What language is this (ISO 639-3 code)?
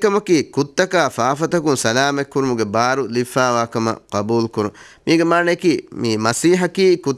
div